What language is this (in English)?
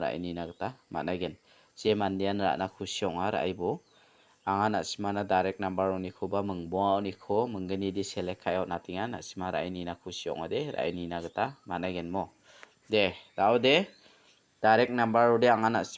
Garo